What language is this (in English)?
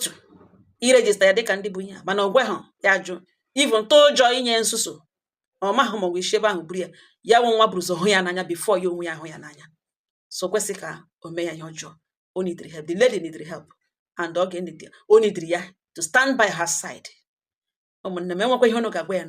Igbo